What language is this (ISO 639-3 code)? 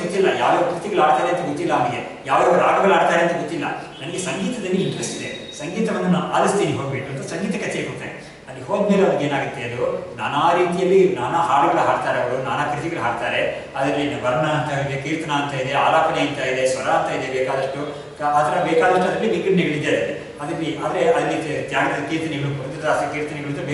kan